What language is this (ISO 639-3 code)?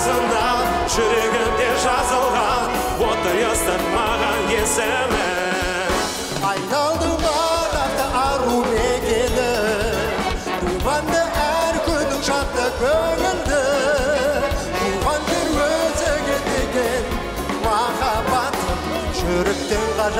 kaz